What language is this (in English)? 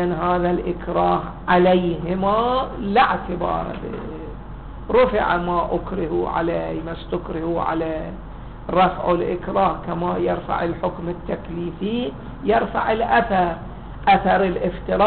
Arabic